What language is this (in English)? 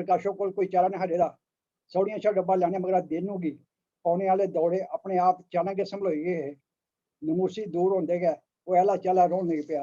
Dogri